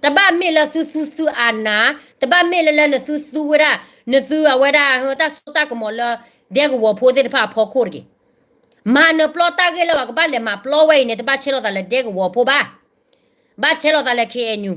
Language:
S'gaw Karen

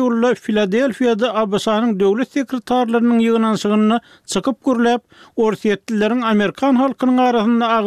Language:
Turkmen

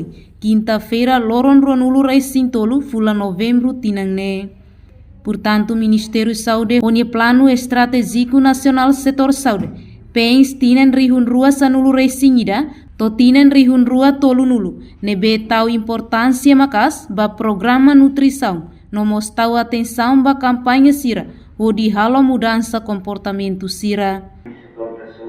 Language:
Tetum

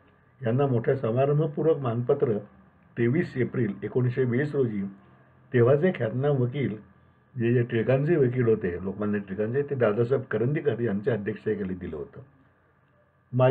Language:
Marathi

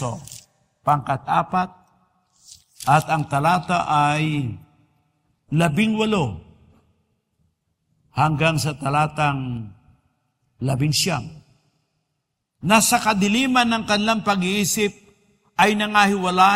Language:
Filipino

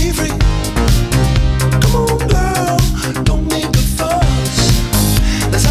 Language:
Norwegian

